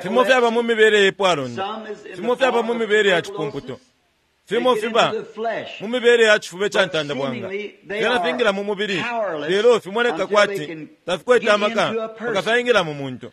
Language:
Bemba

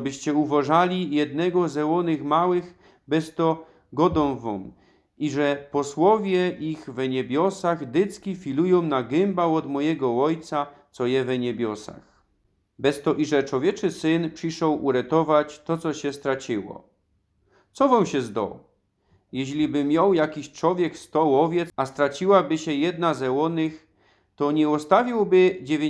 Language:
Silesian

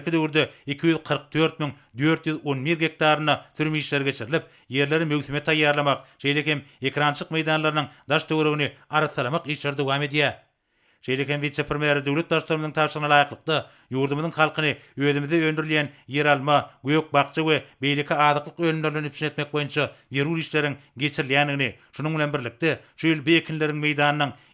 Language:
Turkmen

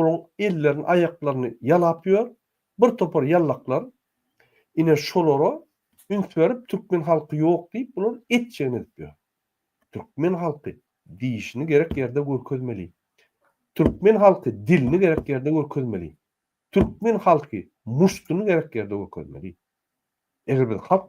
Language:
Turkmen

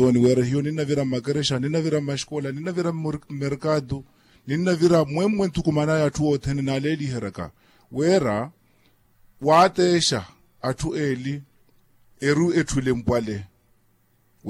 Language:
Makhuwa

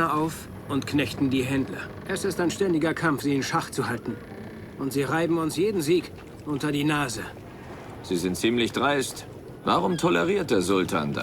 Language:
Bavarian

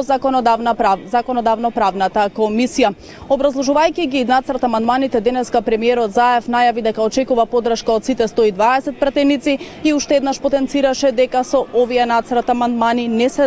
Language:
Macedonian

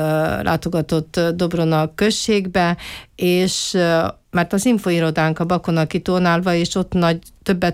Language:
Hungarian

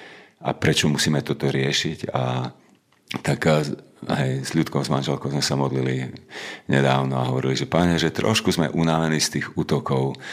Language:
Slovak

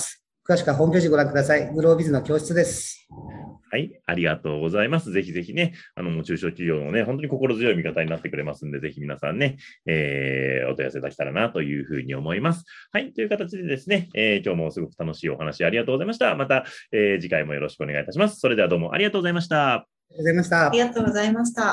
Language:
Japanese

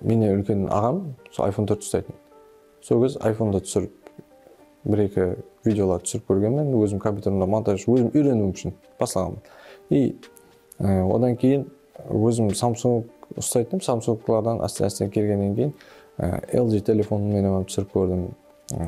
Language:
Kara-Kalpak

